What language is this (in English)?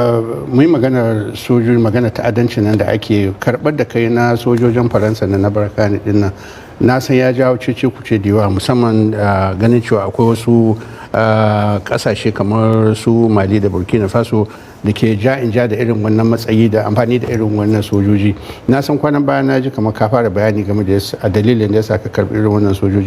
Hausa